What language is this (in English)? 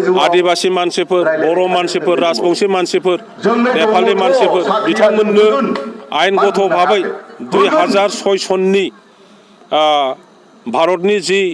Bodo